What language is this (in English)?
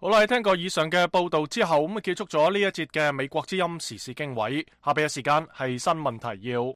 Cantonese